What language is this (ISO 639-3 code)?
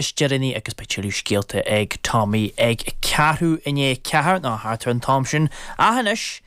gle